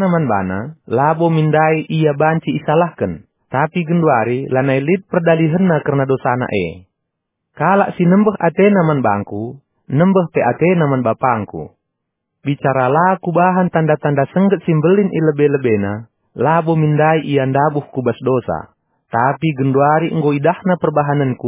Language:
Batak Karo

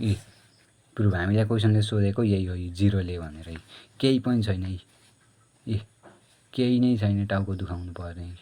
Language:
Nepali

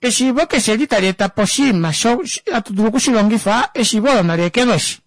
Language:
Kuanyama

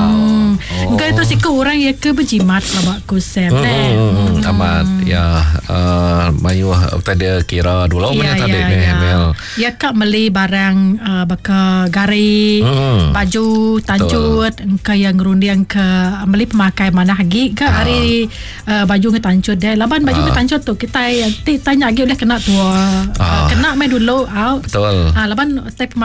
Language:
Iban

